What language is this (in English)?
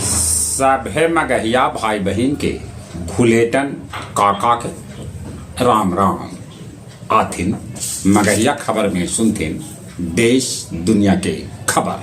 Magahi